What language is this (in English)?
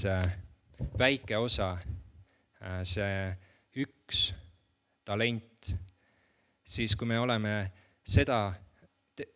Estonian